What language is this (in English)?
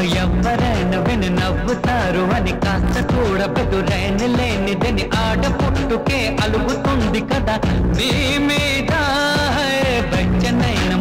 Telugu